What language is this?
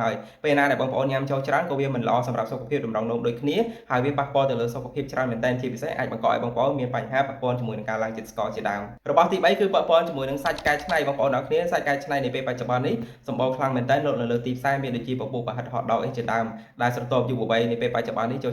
Khmer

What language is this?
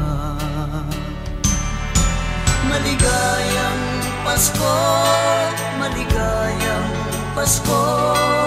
Filipino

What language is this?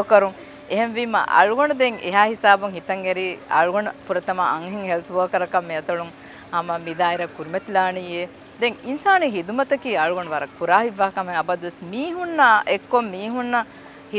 Divehi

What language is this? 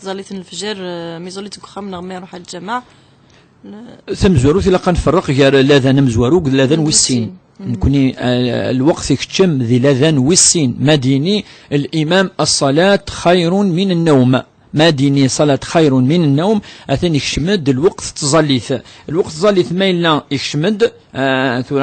Kabyle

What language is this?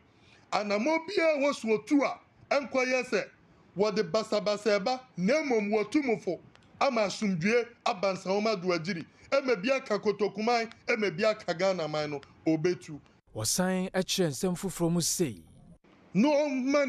Akan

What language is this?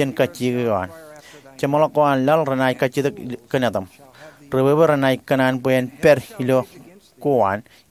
Marshallese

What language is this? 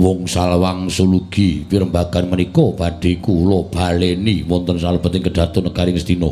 Javanese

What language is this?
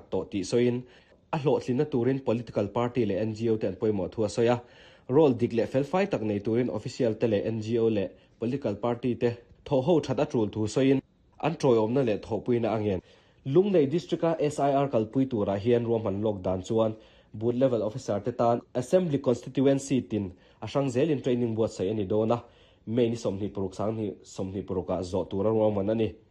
Mizo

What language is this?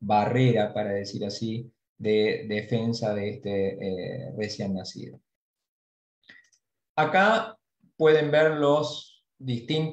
Spanish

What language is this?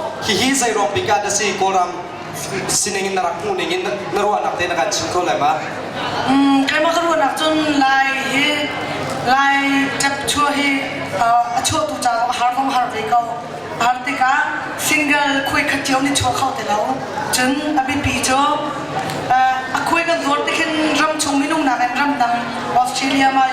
Hakha Chin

